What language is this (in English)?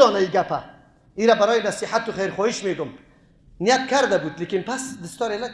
Persian